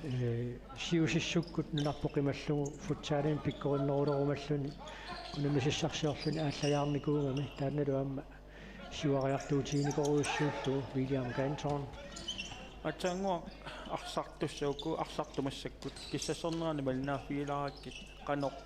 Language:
Kalaallisut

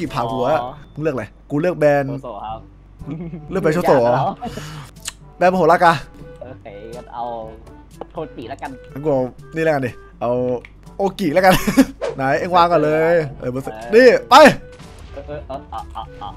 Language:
Thai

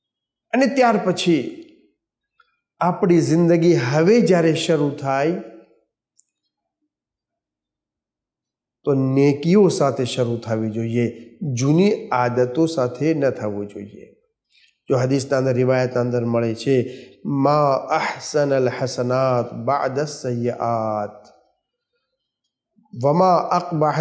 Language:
Gujarati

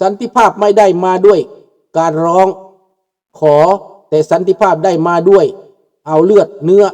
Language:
Lao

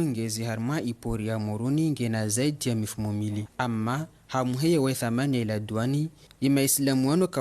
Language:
Ngazidja Comorian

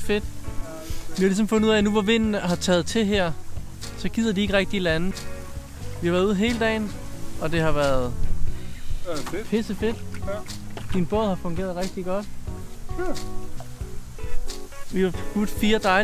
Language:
Danish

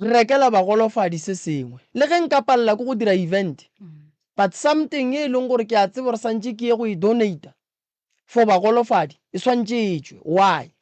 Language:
Northern Sotho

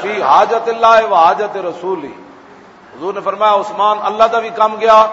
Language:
Western Panjabi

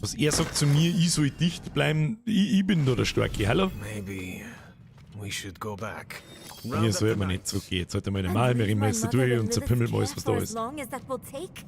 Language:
Bavarian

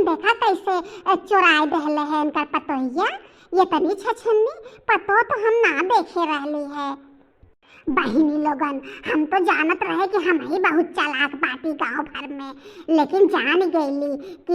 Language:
Bhojpuri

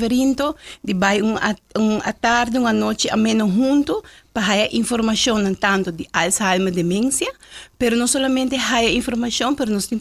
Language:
Papiamento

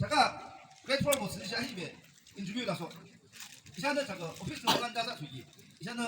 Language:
Yimchungru Naga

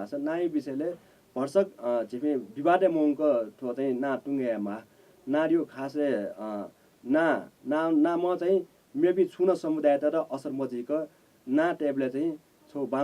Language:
Newari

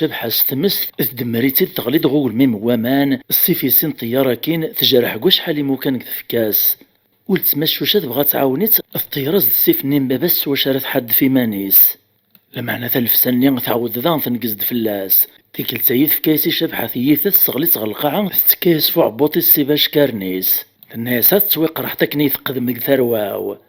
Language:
Kabyle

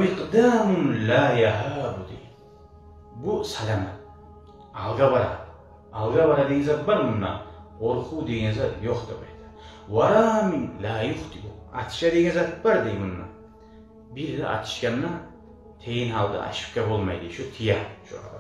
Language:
Kumyk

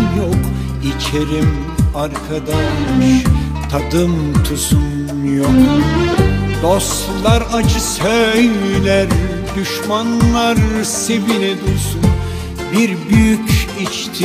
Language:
Turkish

